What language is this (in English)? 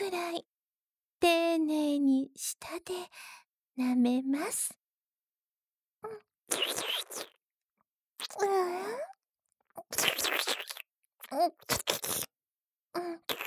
Japanese